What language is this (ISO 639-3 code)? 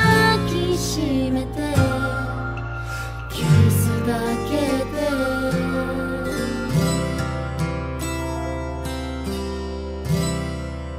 jpn